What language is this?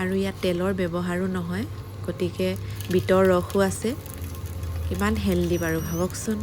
Assamese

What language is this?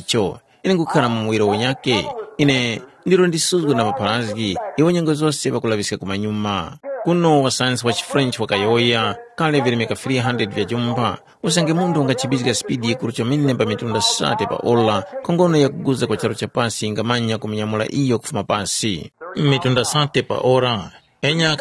Tumbuka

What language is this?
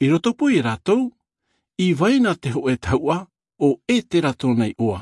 Tahitian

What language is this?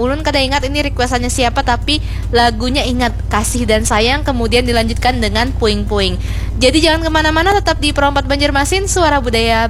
Banjar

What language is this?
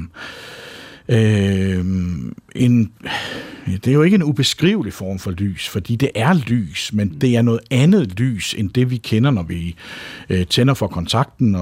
Danish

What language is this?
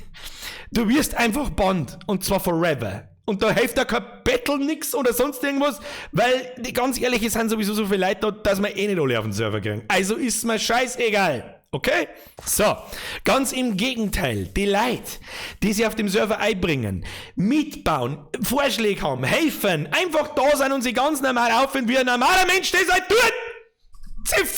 Bavarian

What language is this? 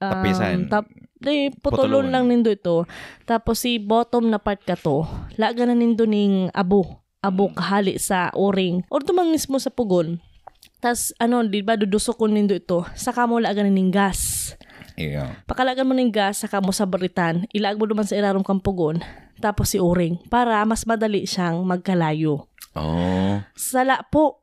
Bikol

